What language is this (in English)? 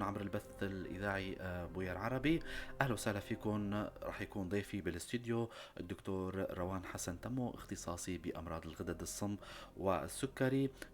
North Levantine Arabic